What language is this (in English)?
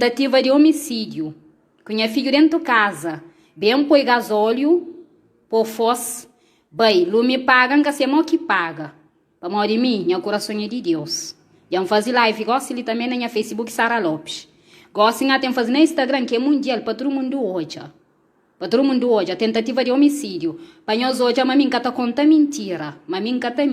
Kabuverdianu